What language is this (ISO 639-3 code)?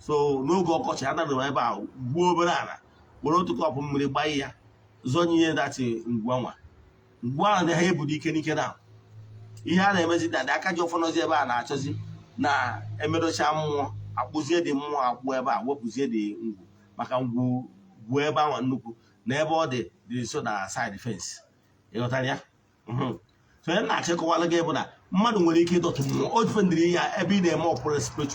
ibo